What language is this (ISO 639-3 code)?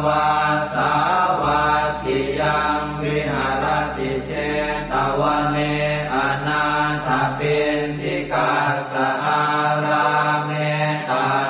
pli